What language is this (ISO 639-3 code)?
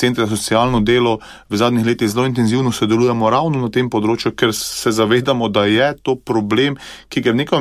slv